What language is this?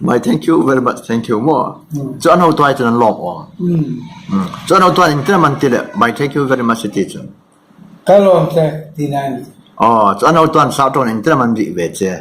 Hmar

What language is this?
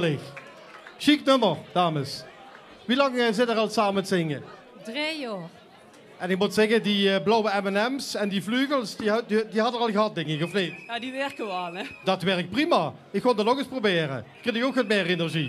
Limburgish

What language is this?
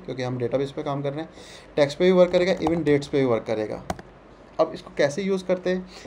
Hindi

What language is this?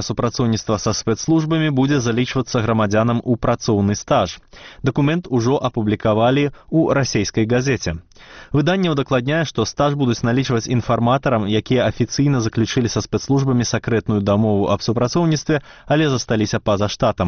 Belarusian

